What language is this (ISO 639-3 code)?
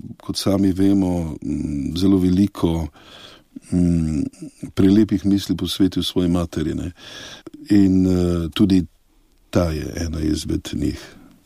slv